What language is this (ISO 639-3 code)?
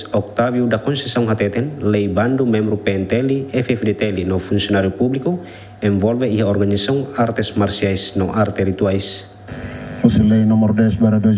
tet